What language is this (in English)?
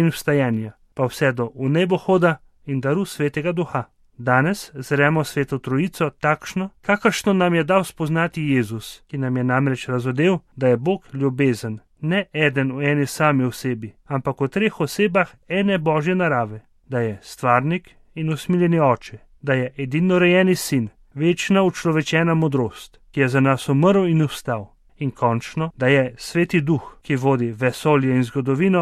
Slovenian